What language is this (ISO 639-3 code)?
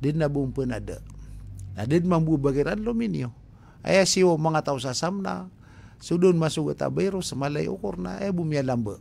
mrw